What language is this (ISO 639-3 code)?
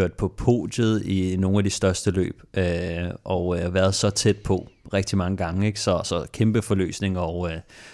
dan